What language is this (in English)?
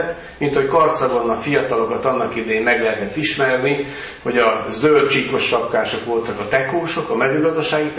Hungarian